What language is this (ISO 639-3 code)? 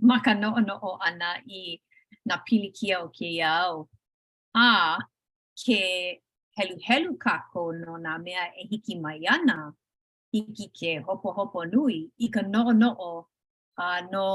haw